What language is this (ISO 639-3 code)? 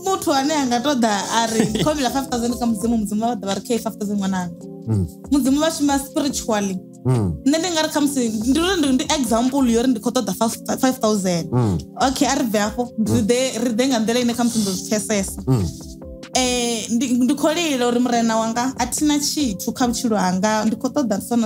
ven